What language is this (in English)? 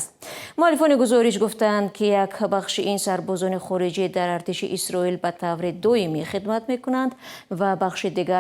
Tajik